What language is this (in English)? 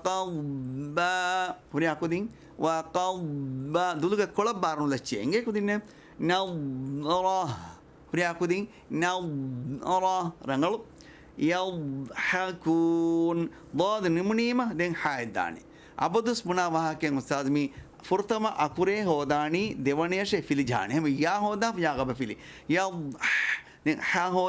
Divehi